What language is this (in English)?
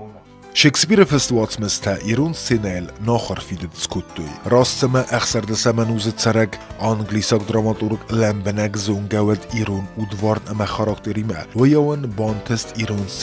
Ossetic